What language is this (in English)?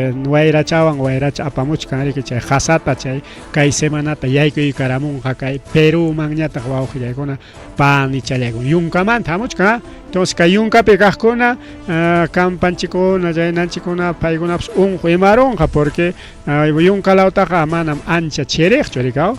Ayacucho Quechua